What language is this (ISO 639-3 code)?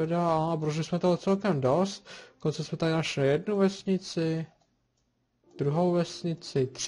ces